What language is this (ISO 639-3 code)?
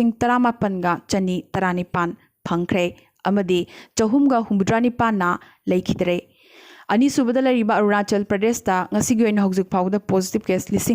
mni